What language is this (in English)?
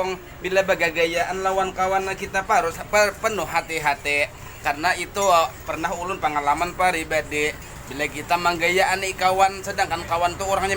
Banjar